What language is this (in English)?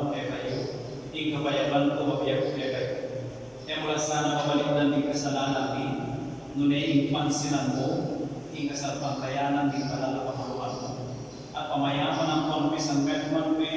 Pampanga